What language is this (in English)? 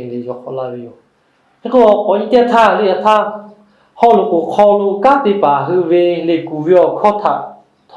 Lahu